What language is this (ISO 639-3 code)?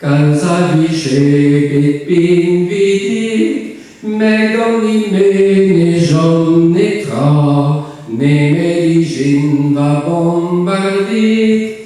bre